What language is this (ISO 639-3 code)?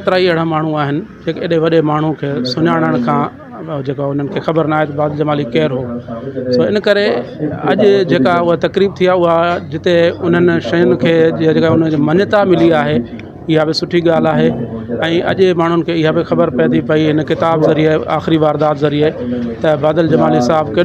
snd